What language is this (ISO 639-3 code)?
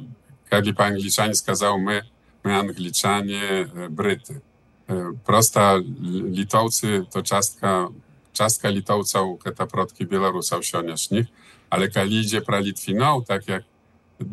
bel